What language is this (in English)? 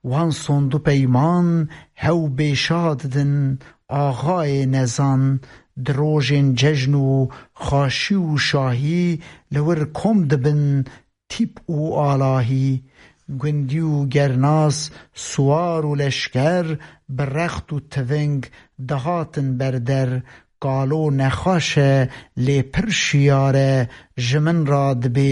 Kurdish